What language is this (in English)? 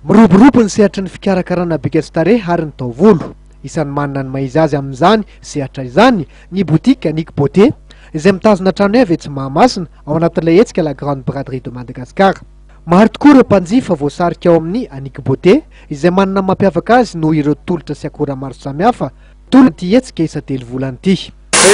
Malagasy